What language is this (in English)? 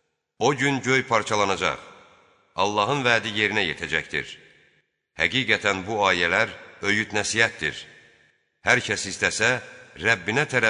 Azerbaijani